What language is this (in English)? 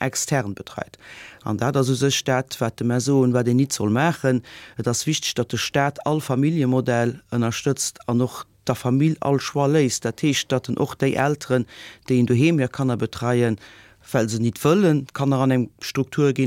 Luxembourgish